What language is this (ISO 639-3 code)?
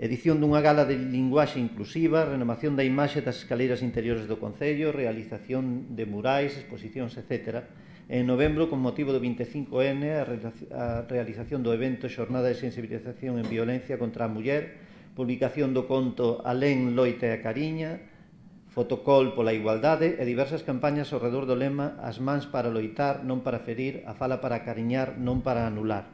glg